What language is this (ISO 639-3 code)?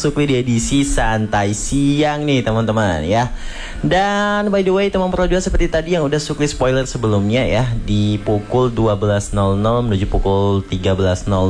ind